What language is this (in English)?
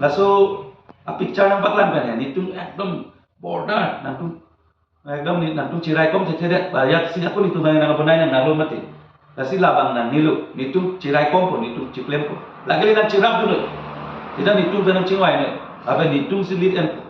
Karbi